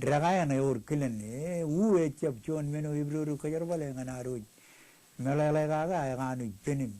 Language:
Marshallese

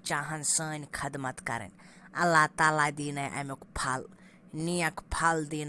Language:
Kashmiri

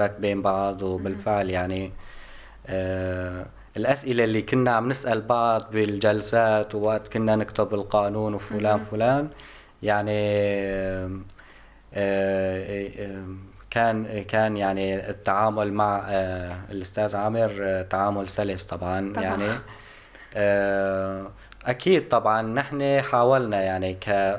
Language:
North Levantine Arabic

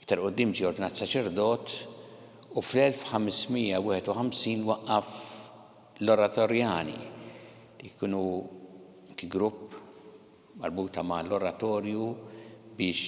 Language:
Maltese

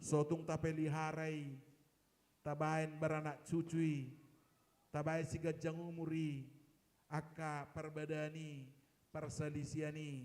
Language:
Batak Toba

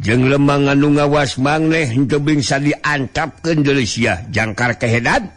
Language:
Sundanese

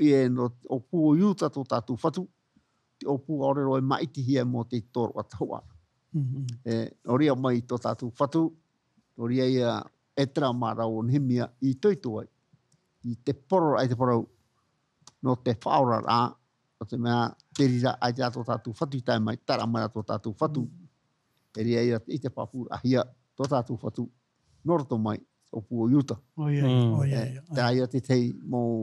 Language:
Tahitian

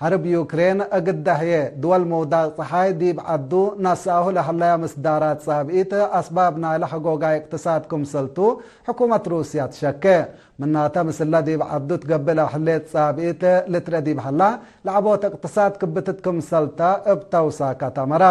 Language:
Tigre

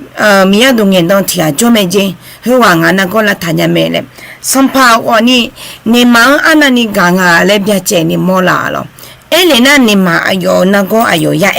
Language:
Akha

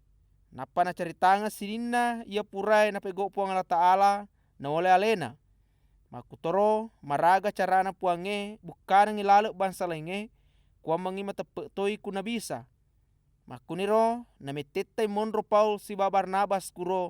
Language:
Buginese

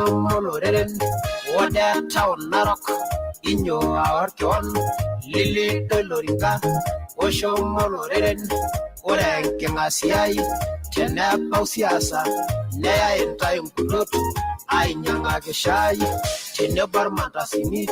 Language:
Masai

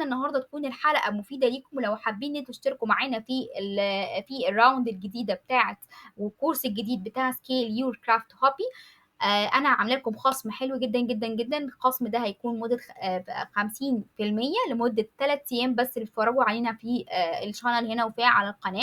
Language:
Egyptian Arabic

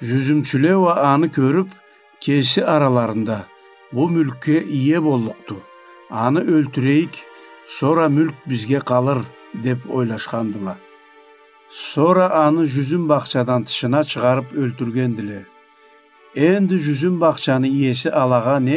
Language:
Karachay-Balkar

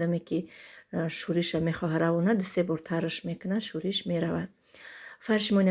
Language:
Tajik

